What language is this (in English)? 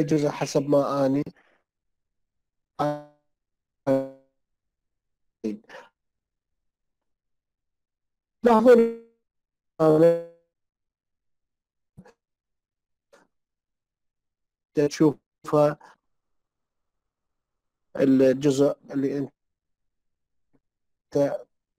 Mesopotamian Arabic